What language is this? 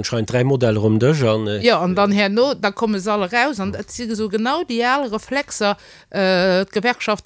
Luxembourgish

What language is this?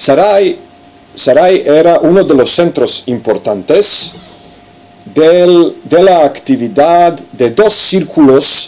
Ladino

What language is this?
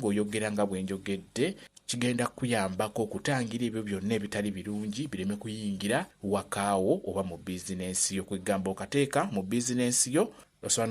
Ganda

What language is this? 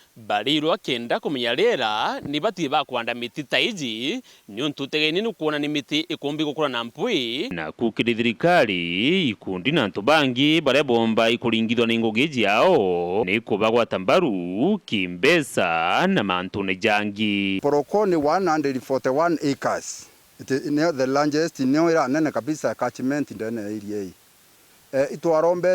Meru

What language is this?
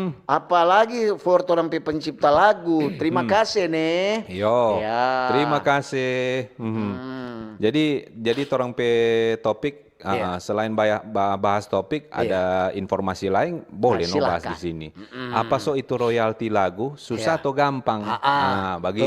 Manado Malay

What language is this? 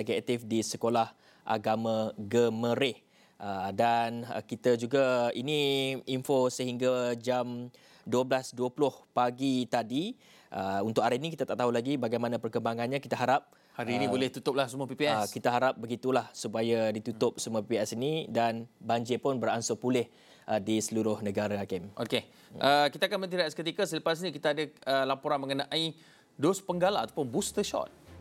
Malay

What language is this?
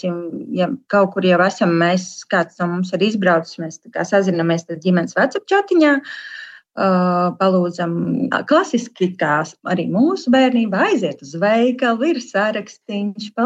Latvian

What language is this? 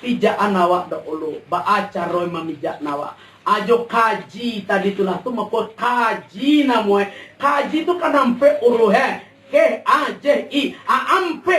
Minangkabau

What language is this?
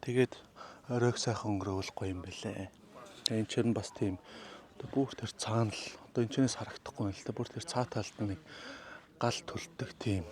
Mongolian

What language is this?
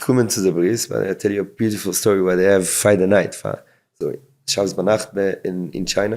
Yiddish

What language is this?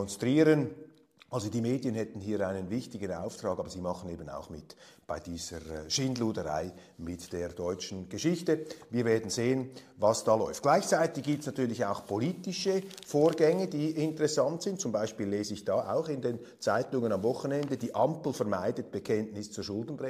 German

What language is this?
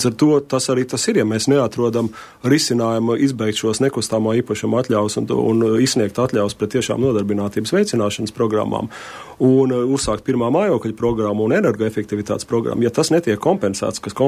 Latvian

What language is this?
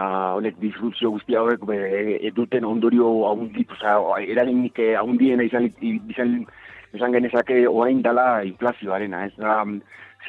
Basque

